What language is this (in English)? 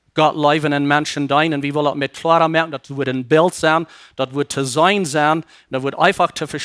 Plautdietsch